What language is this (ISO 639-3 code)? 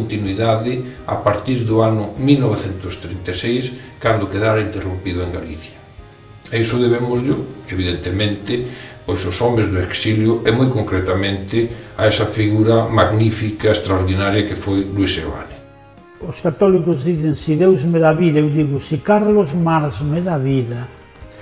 glg